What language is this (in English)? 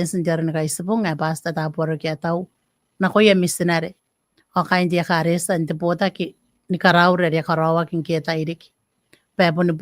Gilbertese